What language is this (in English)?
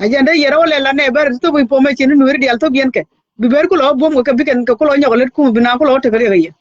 Nuer